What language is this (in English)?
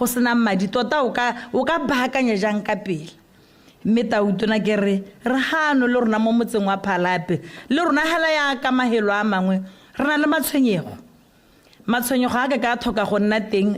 Tswana